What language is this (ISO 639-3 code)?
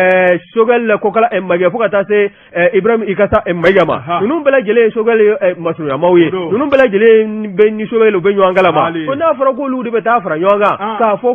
bam